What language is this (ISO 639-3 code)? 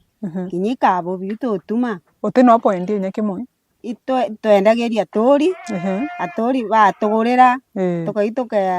mer